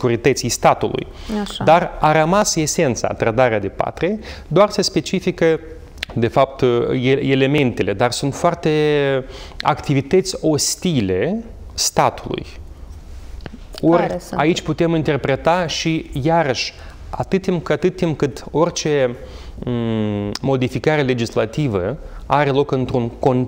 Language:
Romanian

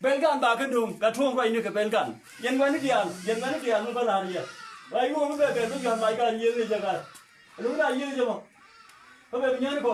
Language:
Nuer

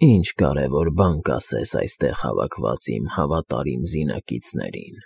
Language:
Armenian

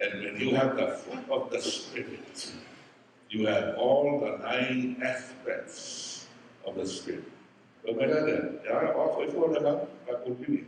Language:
Samoan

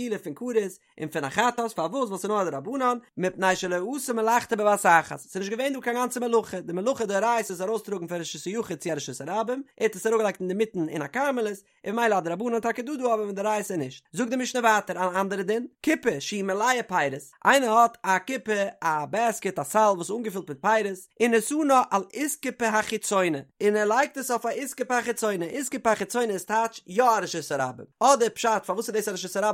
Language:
Yiddish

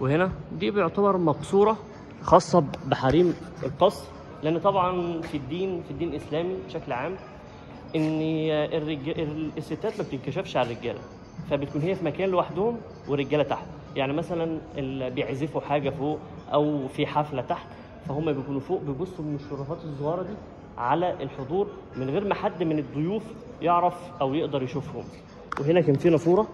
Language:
Egyptian Arabic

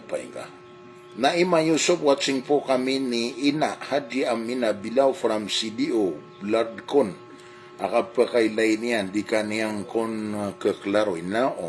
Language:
Maranao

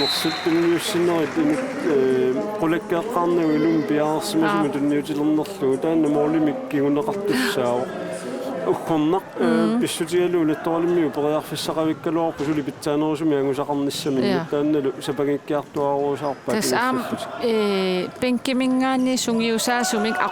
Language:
Kalaallisut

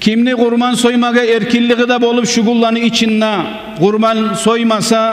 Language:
Kumyk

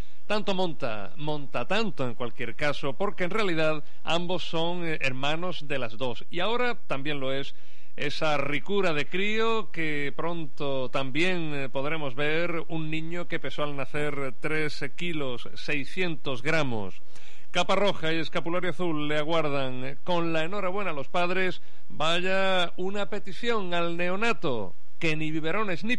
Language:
Spanish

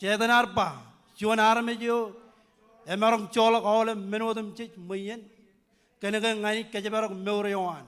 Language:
Marshallese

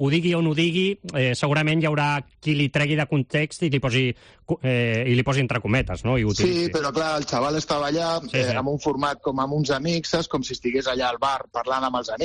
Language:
Catalan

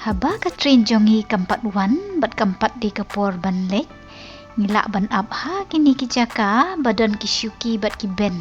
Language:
Khasi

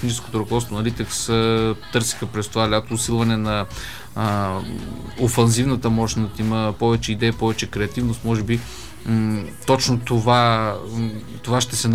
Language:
Bulgarian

